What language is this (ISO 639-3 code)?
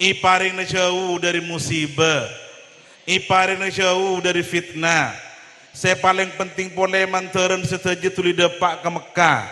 mad